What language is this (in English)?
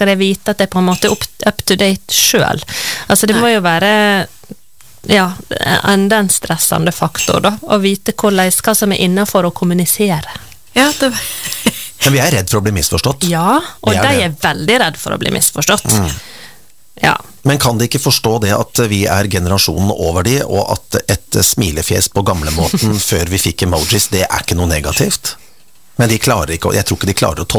Norwegian